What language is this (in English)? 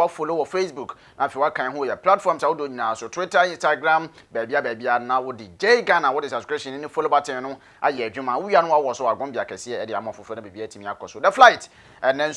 Akan